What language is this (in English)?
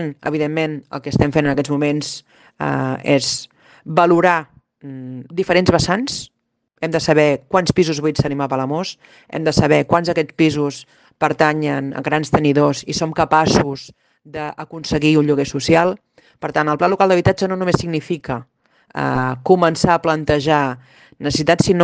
Catalan